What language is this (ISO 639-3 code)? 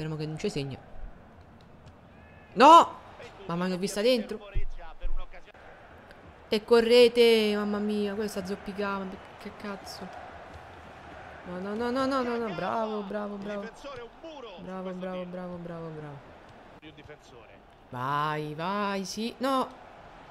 ita